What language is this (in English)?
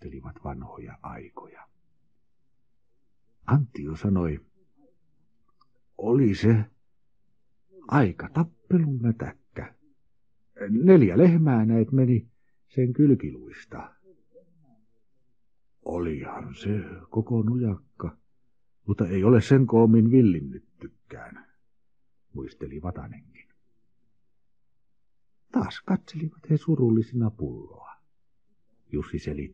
Finnish